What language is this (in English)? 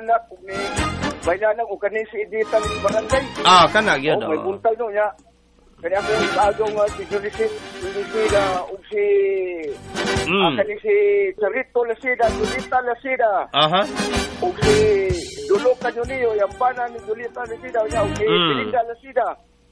Cebuano